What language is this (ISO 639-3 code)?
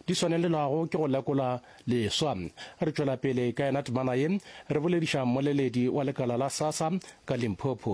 nso